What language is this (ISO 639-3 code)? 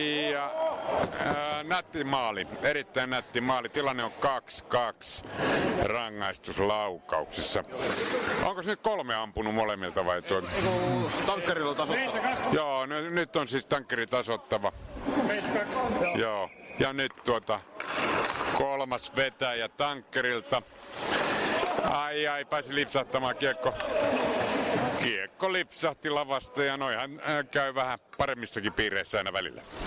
fin